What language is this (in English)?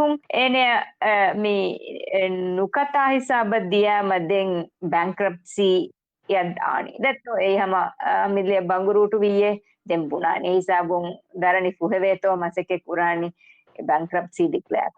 Divehi